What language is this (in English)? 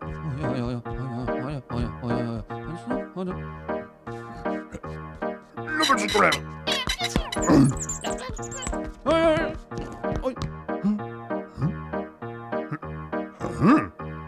Swedish